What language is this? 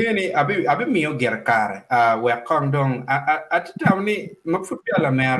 Acoli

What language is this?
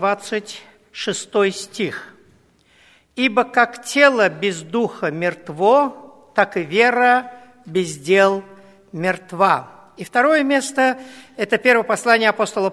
Russian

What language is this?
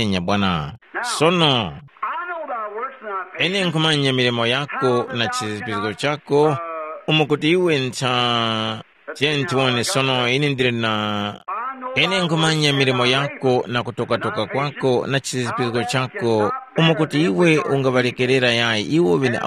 Tumbuka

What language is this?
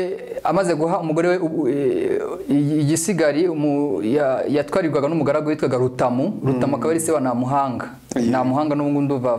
Kinyarwanda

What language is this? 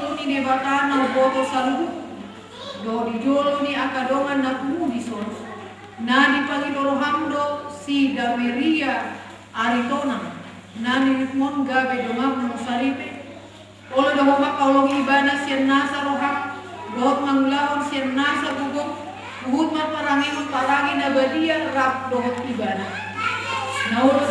Batak Toba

